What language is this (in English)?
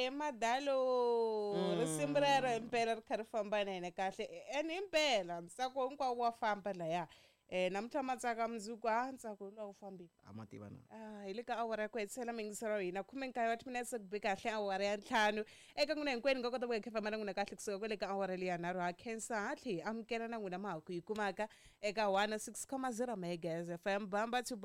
Tsonga